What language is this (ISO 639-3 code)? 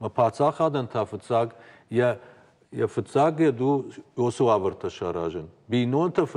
oss